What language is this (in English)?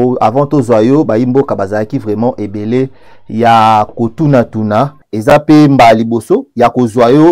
Lingala